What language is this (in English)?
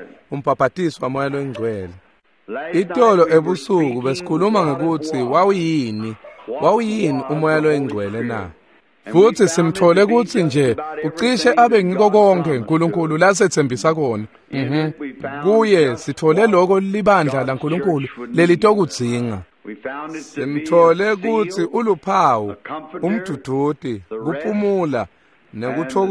Swati